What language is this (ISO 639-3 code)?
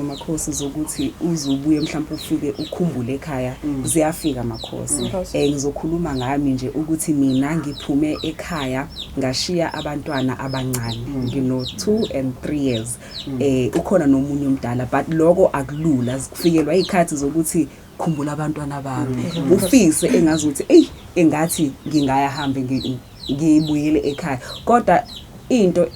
zul